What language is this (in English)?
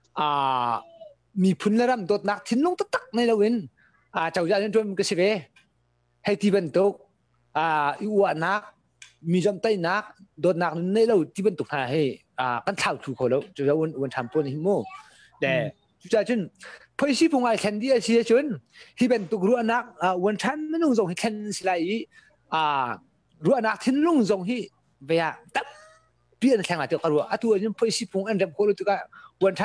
Hakha Chin